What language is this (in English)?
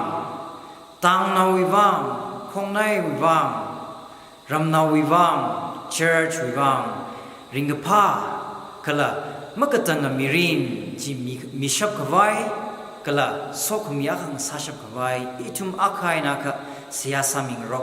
Tangkhul Naga (India)